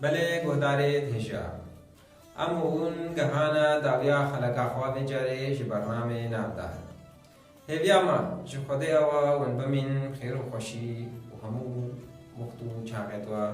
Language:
Kurdish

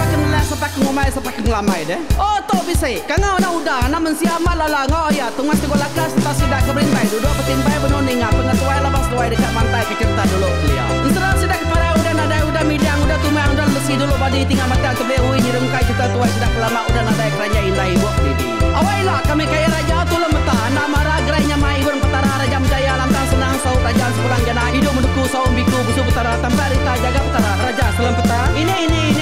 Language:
Iban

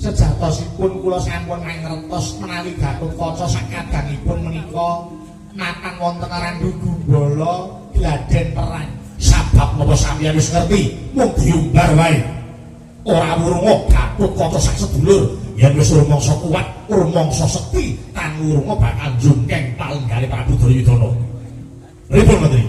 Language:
Javanese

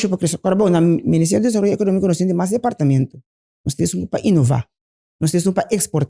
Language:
Papiamento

